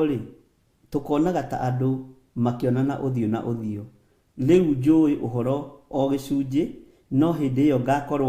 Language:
Kikuyu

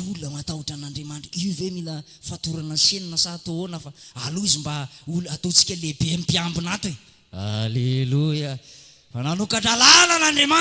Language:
Malagasy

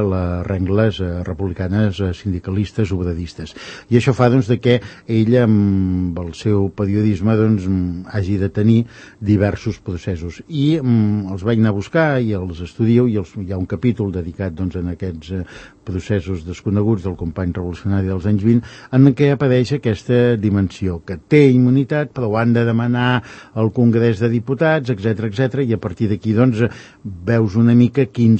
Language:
Catalan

